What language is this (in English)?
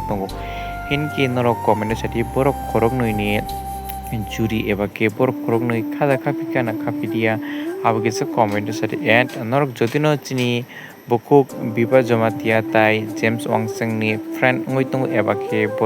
Kok Borok